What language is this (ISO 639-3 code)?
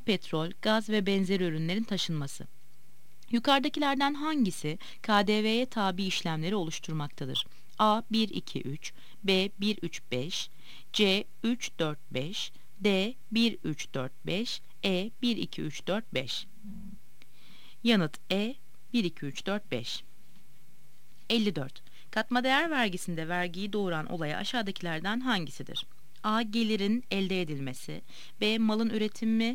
tur